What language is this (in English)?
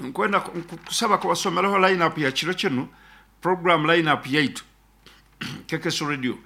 Nyoro